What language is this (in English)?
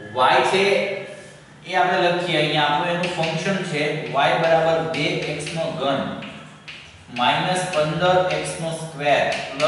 Gujarati